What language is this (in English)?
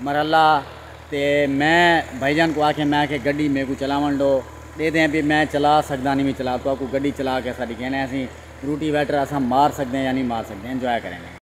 Saraiki